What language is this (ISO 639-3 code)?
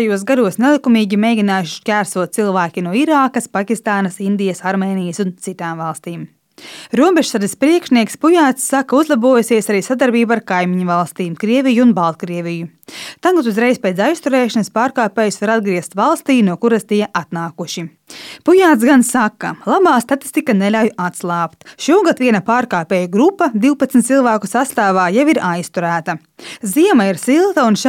lav